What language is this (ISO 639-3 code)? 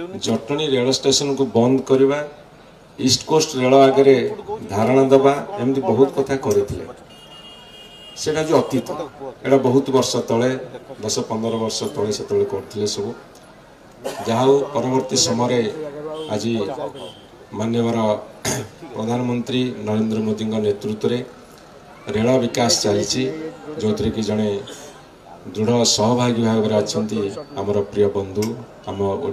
ori